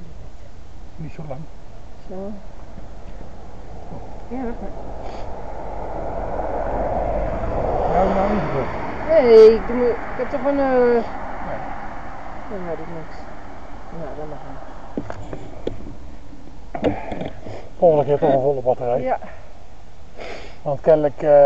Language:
Dutch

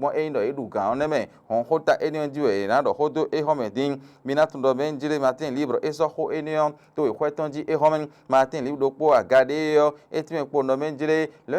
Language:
Fon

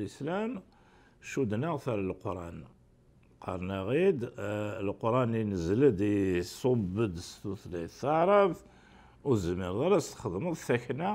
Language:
Kabyle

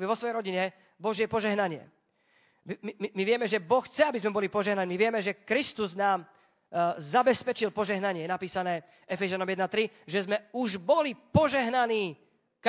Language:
Slovak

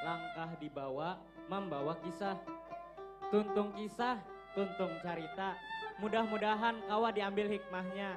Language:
Banjar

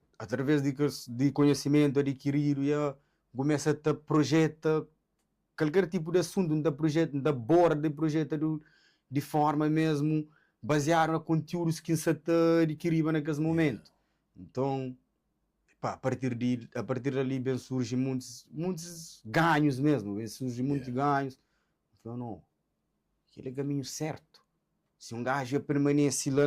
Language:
Kabuverdianu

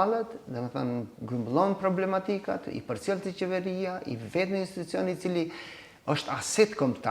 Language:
Albanian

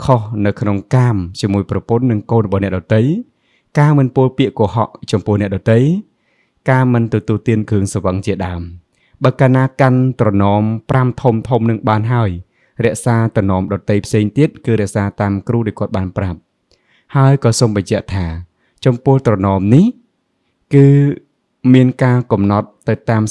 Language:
Khmer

